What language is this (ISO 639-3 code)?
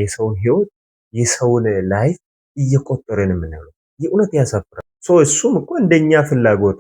amh